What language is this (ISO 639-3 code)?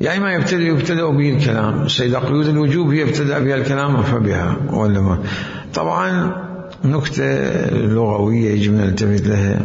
acm